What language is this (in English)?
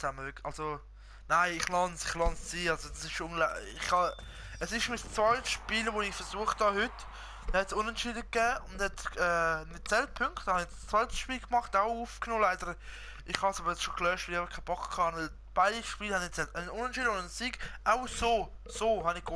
Swiss German